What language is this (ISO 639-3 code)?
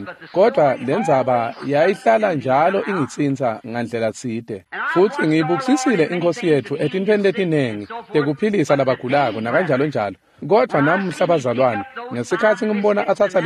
ssw